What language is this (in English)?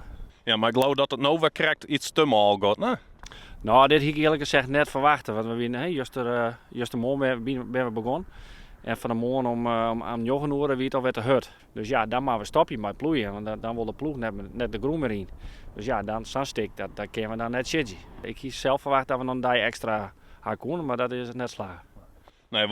Western Frisian